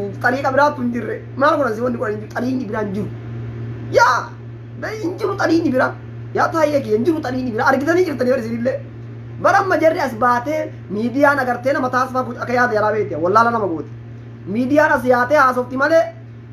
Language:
Oromo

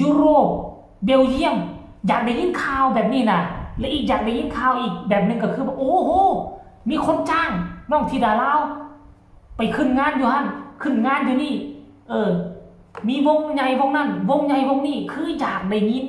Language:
Northeastern Thai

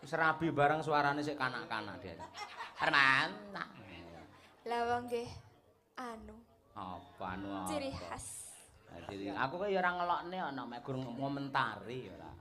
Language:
Javanese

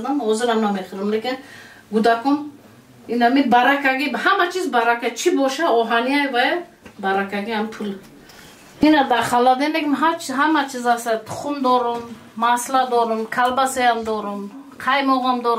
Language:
Tajik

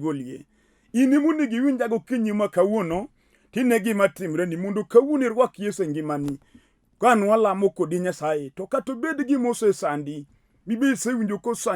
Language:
Luo (Kenya and Tanzania)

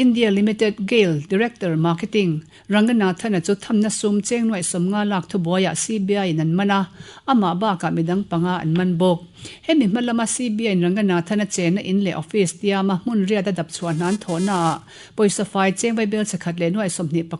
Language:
Mizo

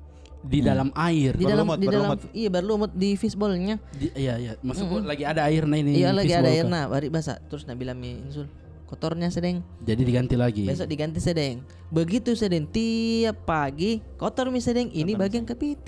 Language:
Makassar Malay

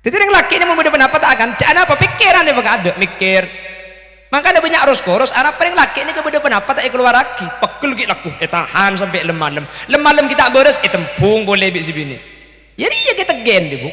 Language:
Madurese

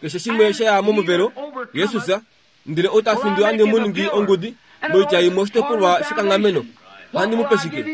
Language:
Kuanyama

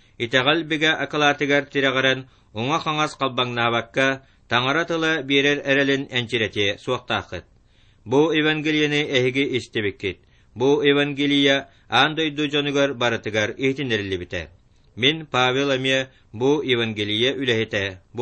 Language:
Yakut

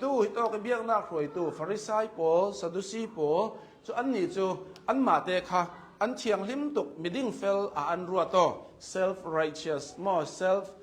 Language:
Hakha Chin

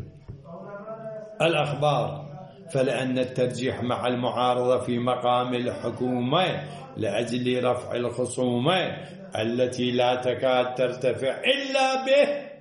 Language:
Arabic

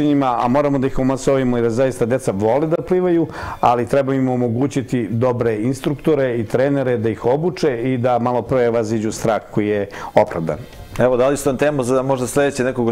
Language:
Serbian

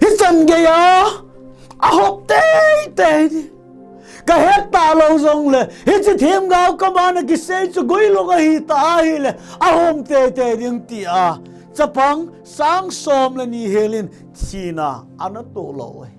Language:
Thado Chin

